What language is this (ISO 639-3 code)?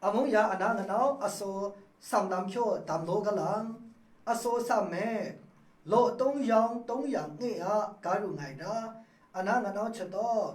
mhx